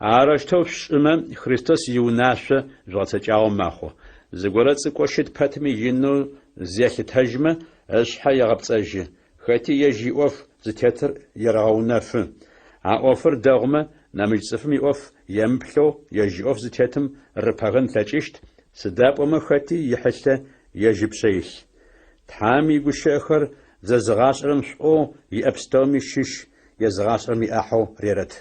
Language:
Adyghe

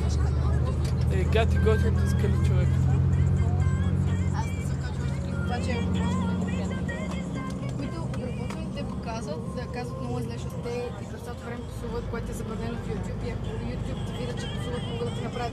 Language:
Bulgarian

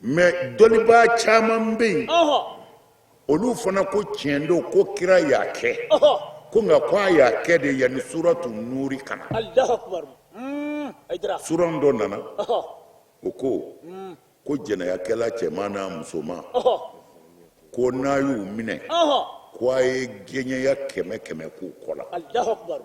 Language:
Bambara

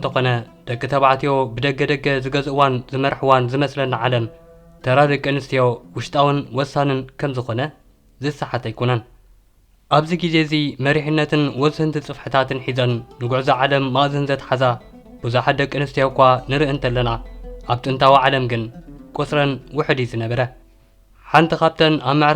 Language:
Tigrinya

